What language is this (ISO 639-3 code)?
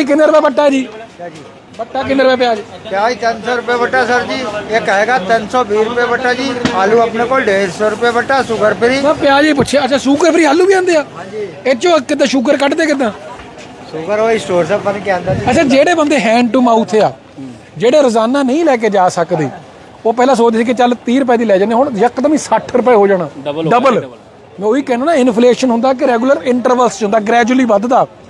pan